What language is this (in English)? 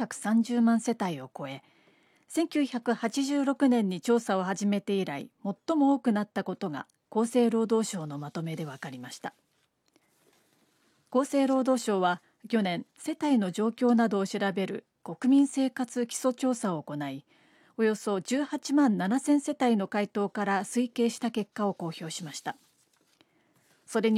Japanese